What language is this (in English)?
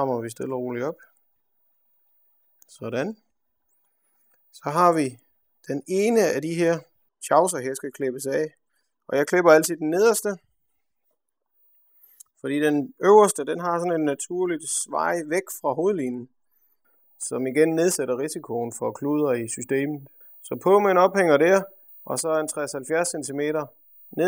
Danish